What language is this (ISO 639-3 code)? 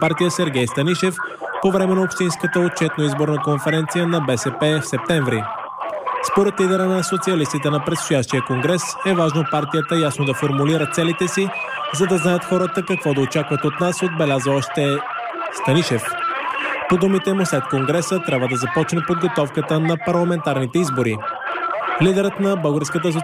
bul